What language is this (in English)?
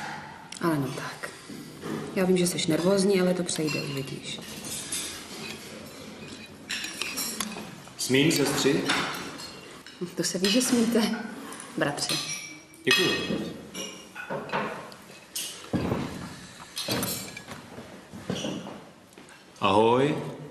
Czech